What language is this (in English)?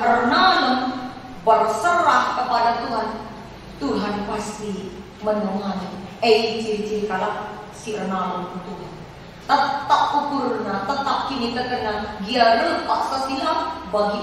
Batak Karo